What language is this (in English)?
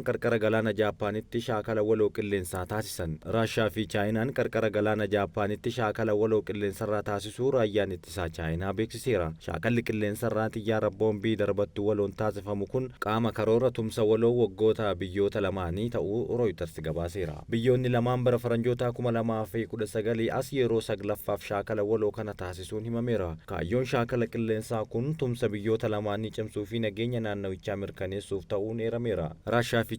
Oromo